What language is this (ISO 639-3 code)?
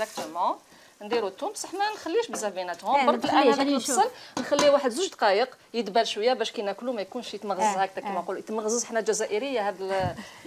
arq